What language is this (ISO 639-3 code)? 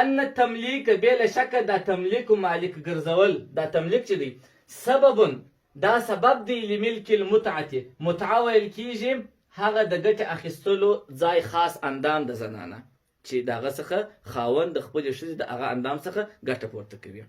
pus